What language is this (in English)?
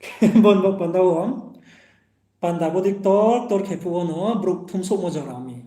Riang (India)